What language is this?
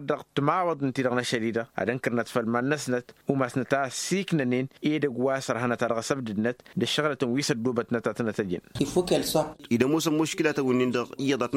Tamasheq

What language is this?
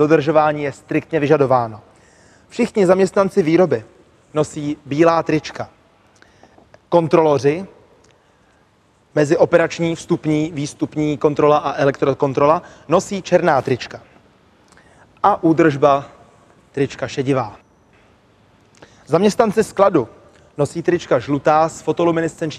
Czech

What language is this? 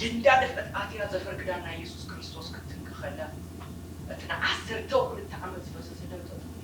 Tigrinya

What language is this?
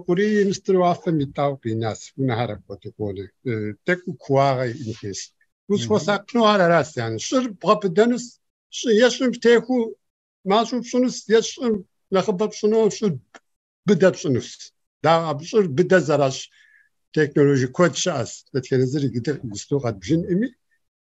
Kabardian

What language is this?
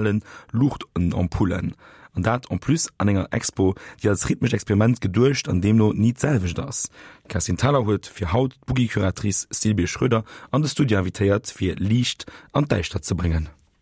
Luxembourgish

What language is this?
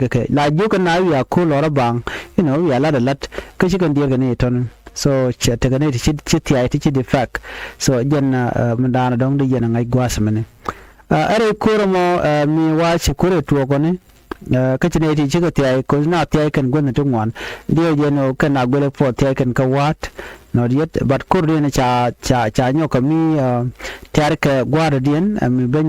Nuer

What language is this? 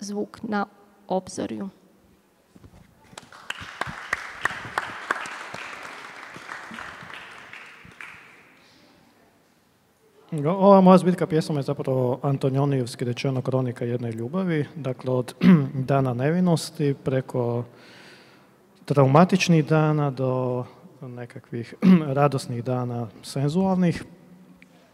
Croatian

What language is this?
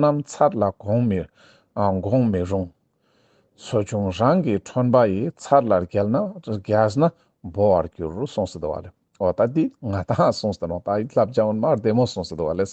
Ladakhi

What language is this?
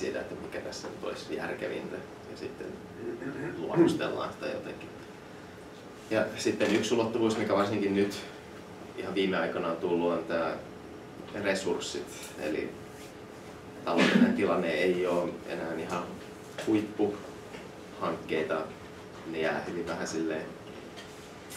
Finnish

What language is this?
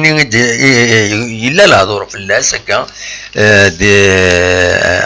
Kabyle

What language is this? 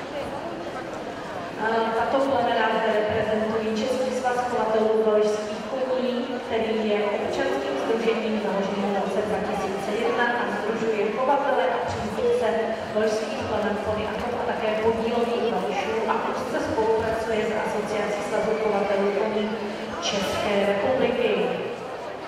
Czech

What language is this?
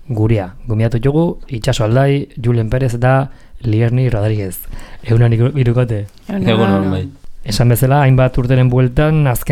Basque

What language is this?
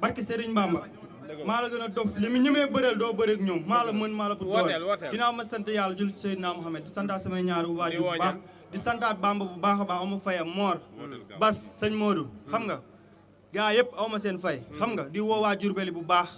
Wolof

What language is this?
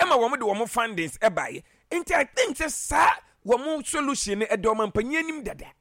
Akan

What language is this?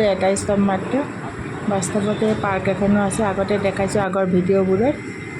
Assamese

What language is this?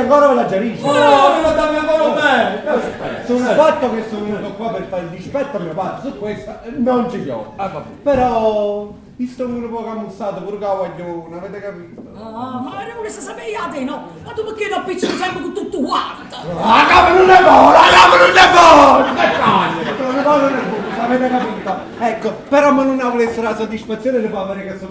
Neapolitan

